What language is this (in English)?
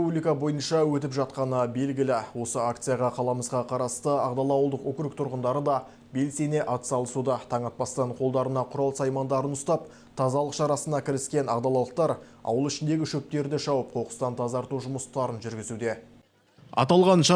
Kazakh